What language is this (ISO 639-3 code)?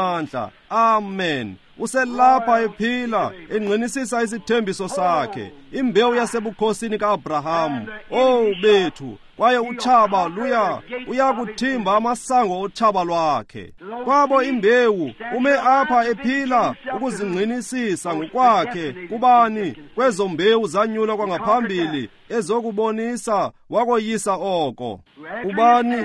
xho